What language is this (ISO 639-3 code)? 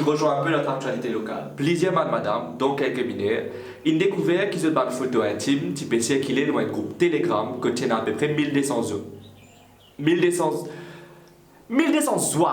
mfe